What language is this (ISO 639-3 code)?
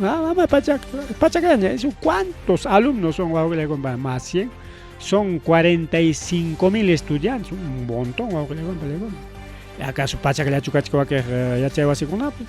quy